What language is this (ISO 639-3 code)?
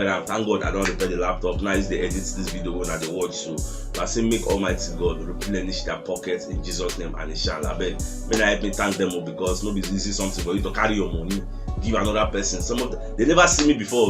pcm